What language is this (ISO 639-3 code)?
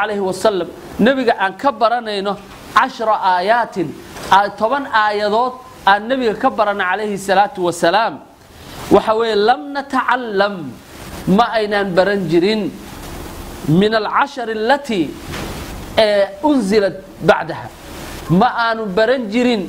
som